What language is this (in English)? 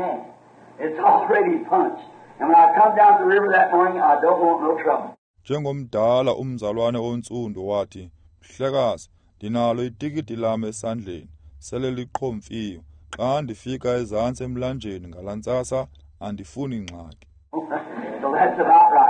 Xhosa